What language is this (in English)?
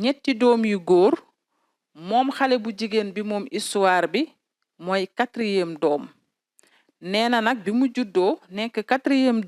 Wolof